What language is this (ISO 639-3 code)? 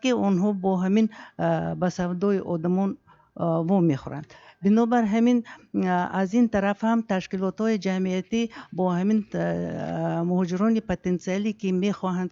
tgk